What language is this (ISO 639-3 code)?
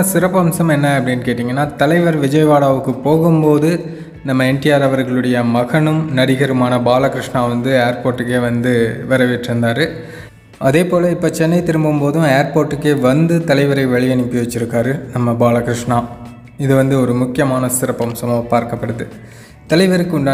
tam